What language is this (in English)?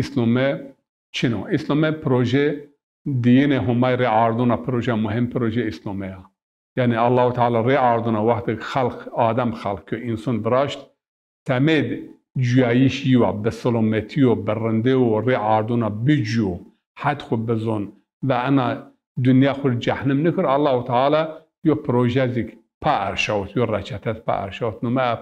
Zaza